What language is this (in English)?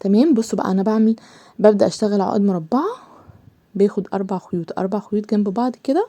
Egyptian Arabic